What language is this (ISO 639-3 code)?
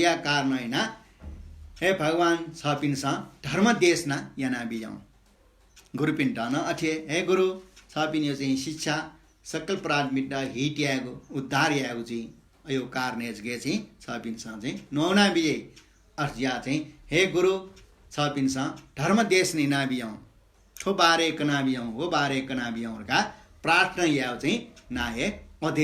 new